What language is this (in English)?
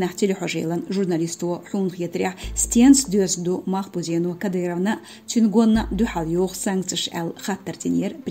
Chechen